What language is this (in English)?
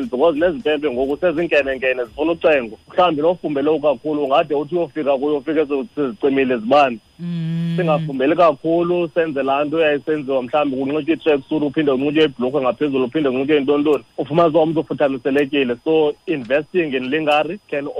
Xhosa